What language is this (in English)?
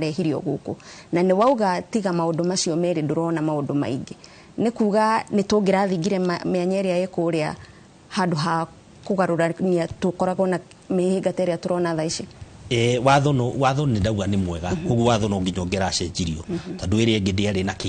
Kikuyu